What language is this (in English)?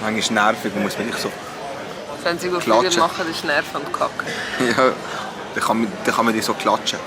Swiss German